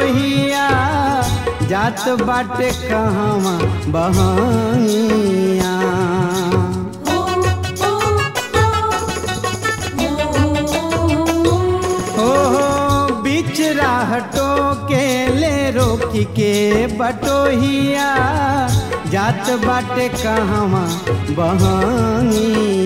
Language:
Bhojpuri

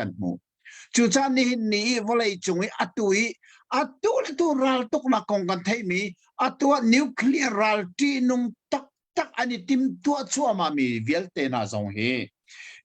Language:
Hakha Chin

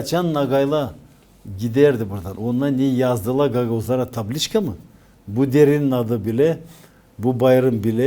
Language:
Gagauz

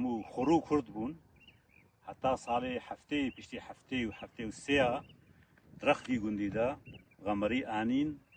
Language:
Kurdish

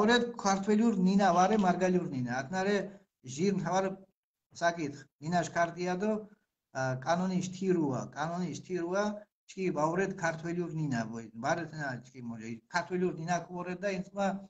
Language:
Mingrelian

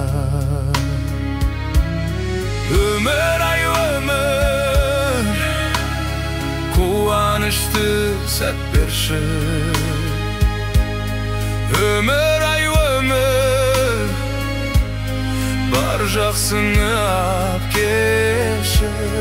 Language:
Kazakh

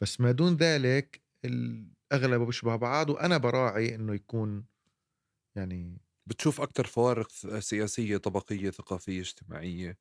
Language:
North Levantine Arabic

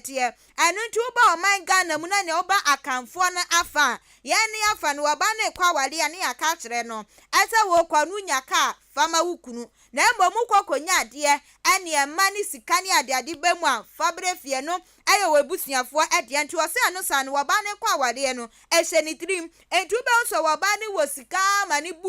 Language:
Akan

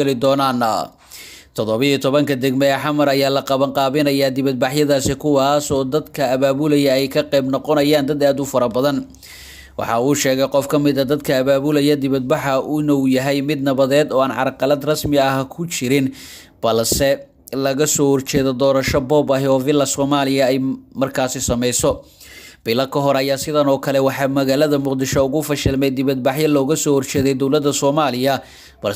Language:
Somali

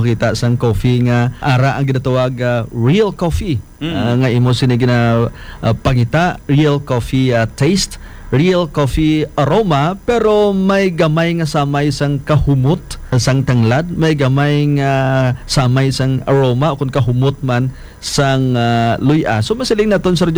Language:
Hiligaynon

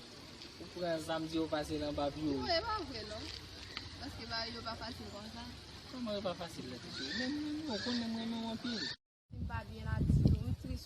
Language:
Haitian Creole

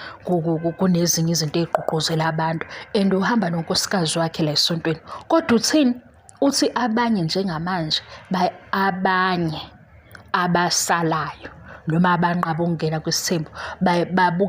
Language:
Zulu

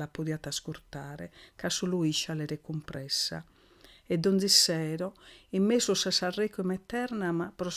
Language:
Sardinian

